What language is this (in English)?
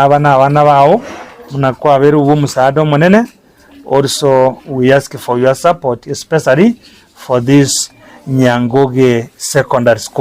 Gusii